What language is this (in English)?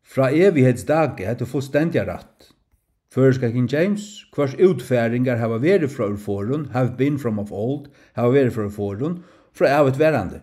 Faroese